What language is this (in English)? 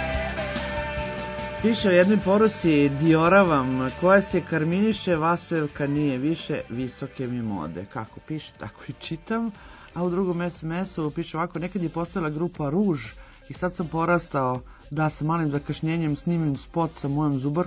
Serbian